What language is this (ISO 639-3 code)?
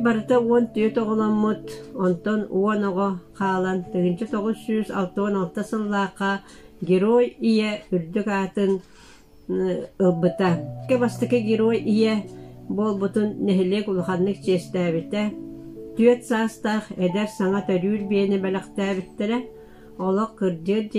sah